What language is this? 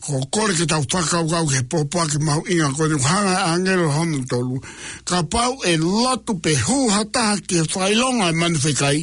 Tongan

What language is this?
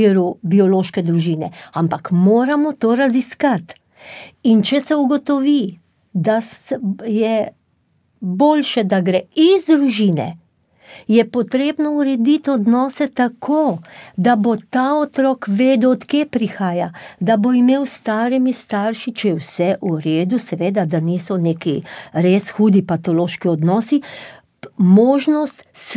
Slovenian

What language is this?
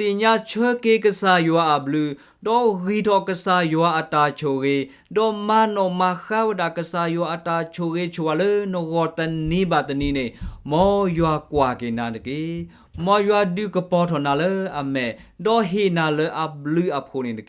S'gaw Karen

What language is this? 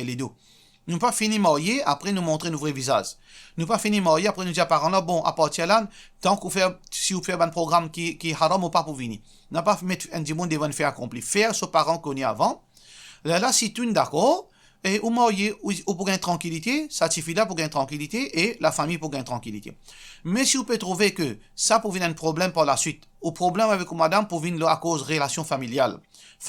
Morisyen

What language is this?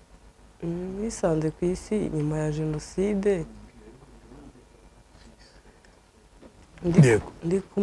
Kinyarwanda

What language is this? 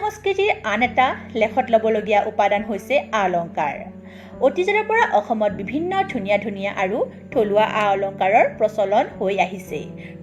Assamese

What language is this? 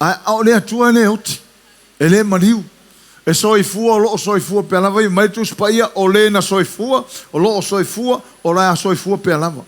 Samoan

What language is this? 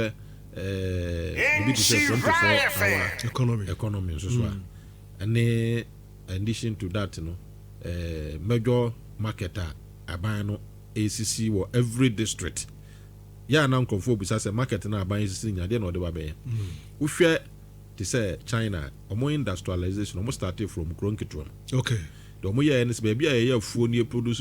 Akan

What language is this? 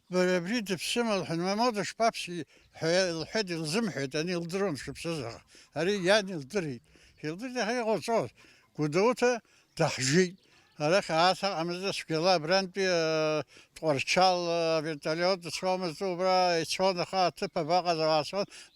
Abkhazian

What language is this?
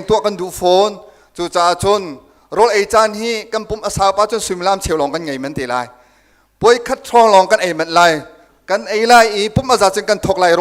Hakha Chin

